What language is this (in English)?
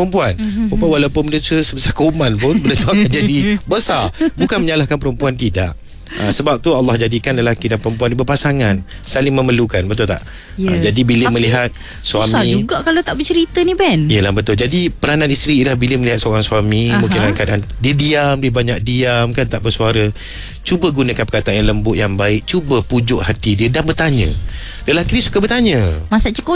Malay